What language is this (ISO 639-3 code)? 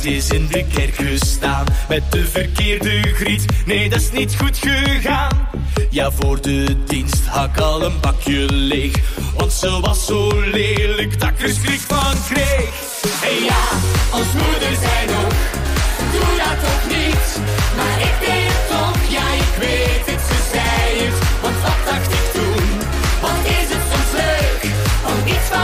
nld